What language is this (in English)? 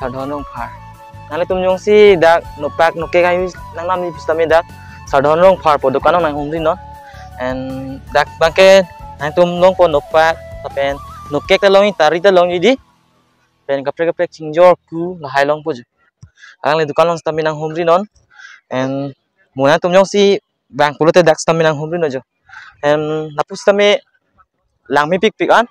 Karbi